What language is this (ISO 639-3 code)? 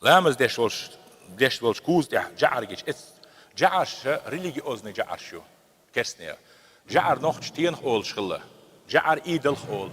che